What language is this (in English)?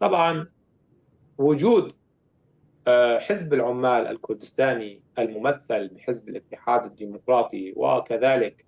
North Levantine Arabic